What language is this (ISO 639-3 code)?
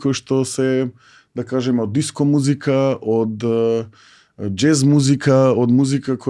mkd